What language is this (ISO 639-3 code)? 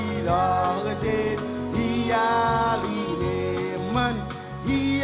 mah